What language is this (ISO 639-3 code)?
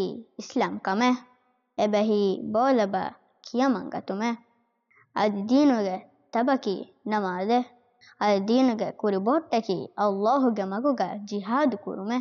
div